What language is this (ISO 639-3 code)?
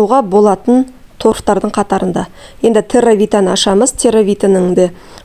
kaz